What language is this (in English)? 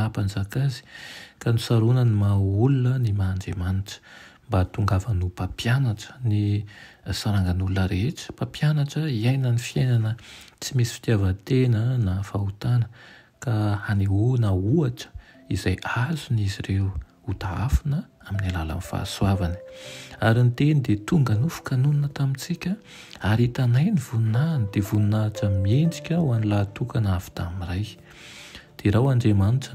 Malagasy